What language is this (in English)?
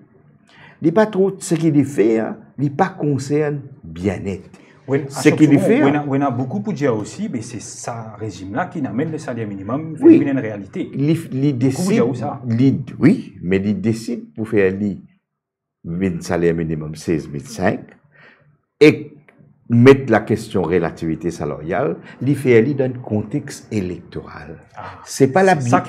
Morisyen